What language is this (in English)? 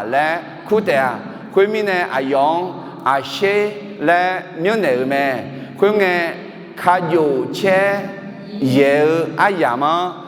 Akha